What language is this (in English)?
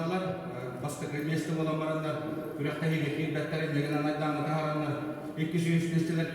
Yakut